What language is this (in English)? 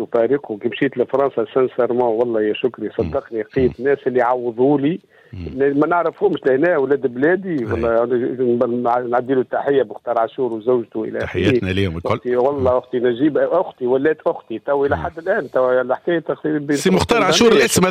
Tunisian Arabic